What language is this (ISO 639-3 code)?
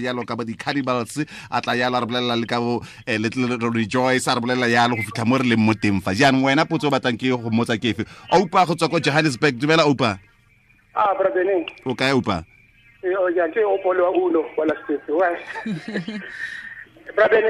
tsn